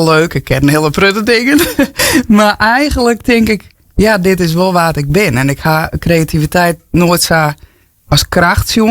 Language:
Western Frisian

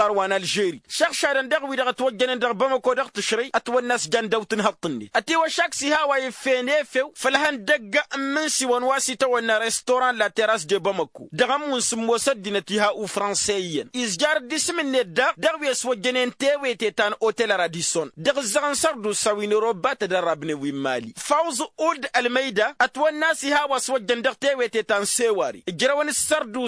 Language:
Tamasheq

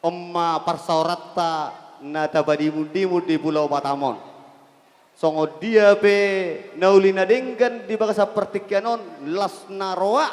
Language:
Batak Toba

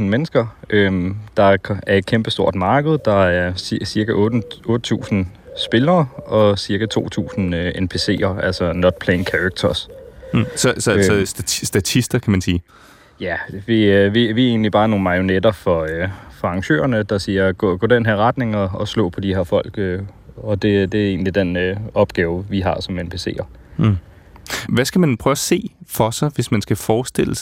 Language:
Danish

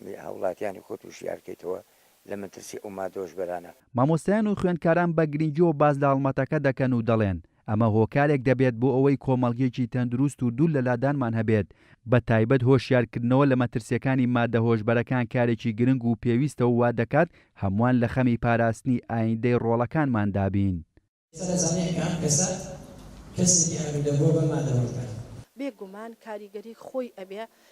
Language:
Central Kurdish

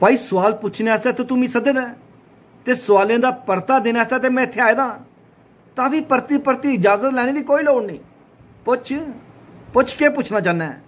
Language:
Dogri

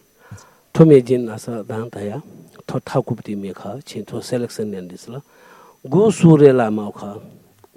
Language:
Newari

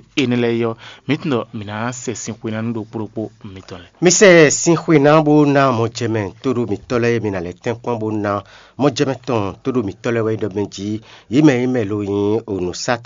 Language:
Fon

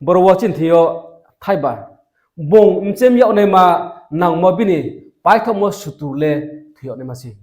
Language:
Riang (India)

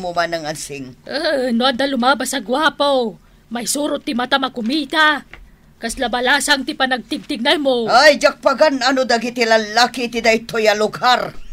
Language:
Iloko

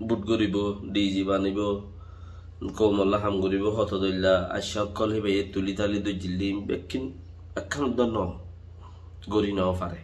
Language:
Rohingya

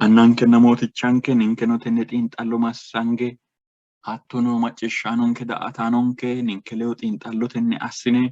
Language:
Sidamo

